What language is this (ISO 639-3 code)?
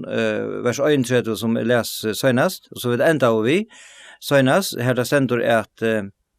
fao